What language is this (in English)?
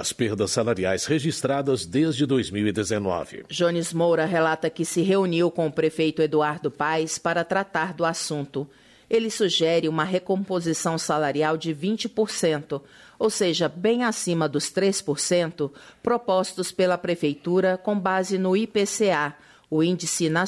Portuguese